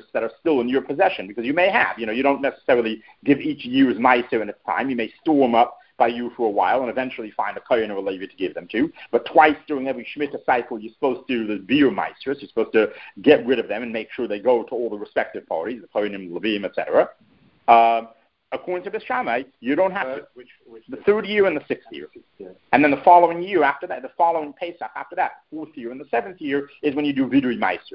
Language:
English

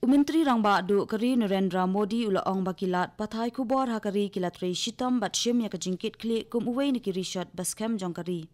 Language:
Khasi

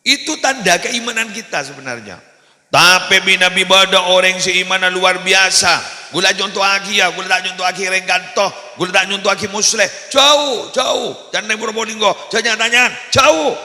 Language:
Madurese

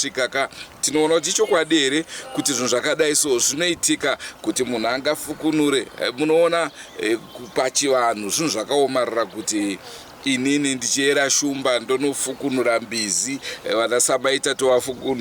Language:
Shona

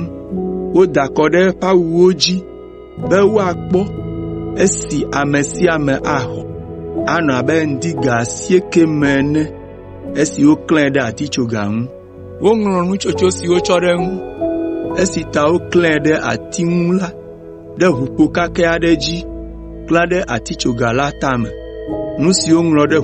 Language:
Ewe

